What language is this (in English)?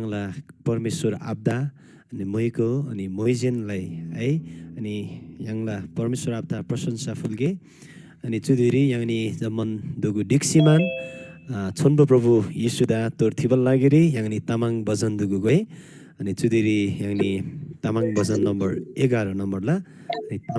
Eastern Tamang